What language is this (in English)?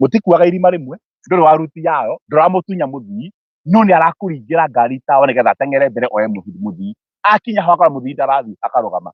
Kikuyu